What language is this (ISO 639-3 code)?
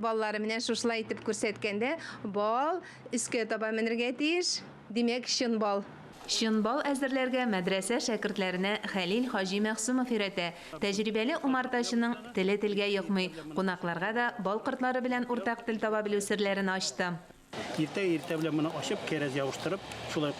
tat